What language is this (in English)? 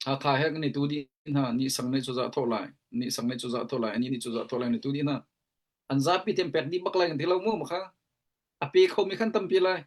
Hakha Chin